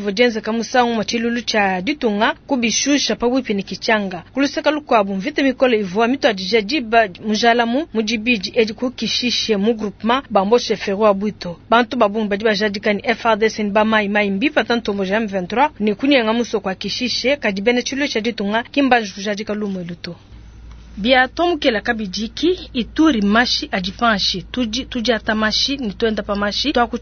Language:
Luba-Lulua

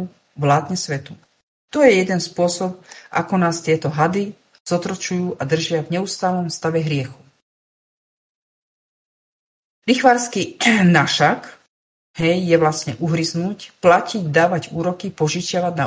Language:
Slovak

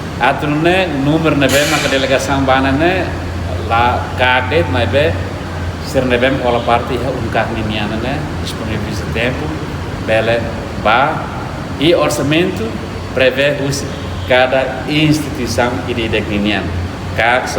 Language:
Tetum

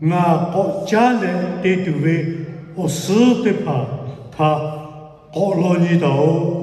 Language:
Lahu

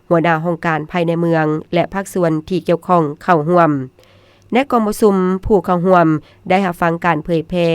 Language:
Lao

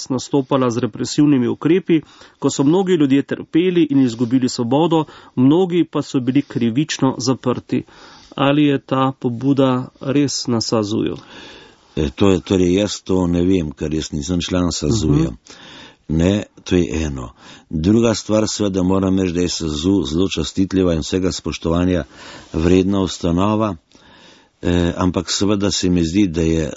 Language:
Slovenian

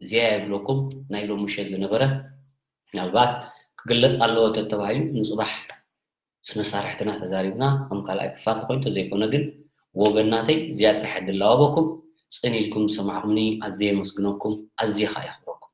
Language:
Tigrinya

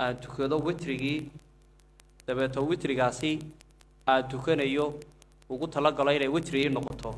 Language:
Somali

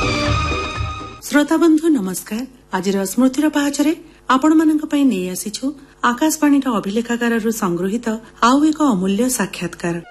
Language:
Odia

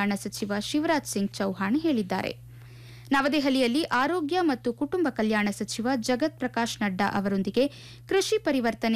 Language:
Kannada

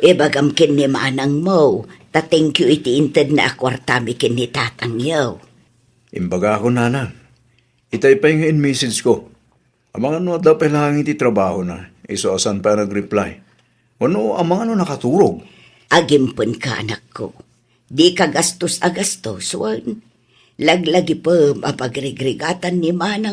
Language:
Iloko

